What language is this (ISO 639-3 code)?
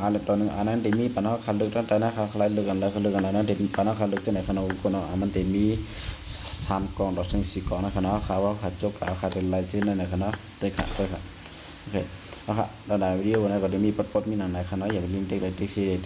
shn